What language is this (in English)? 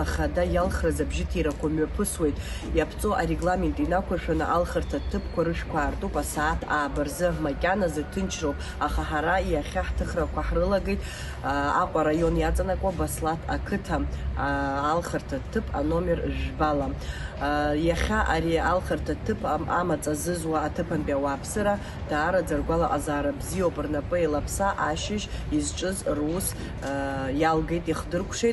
Abkhazian